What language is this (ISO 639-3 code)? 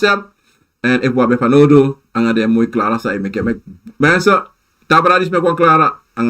srn